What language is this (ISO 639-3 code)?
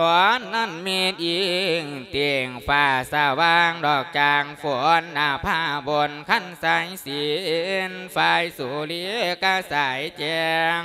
lao